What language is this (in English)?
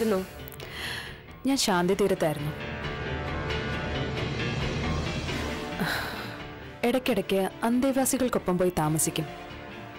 Malayalam